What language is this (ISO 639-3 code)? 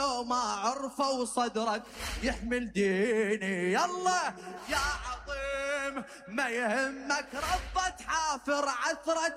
acm